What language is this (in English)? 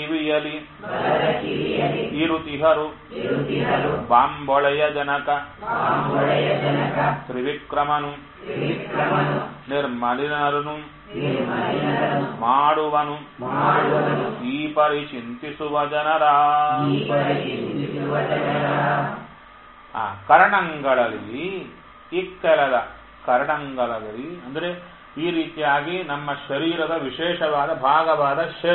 Kannada